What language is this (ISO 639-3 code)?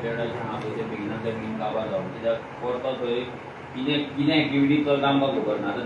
kok